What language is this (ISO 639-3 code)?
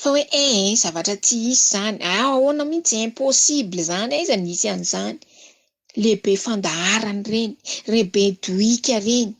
mlg